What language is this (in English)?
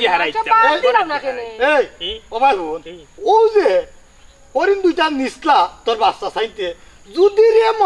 Sylheti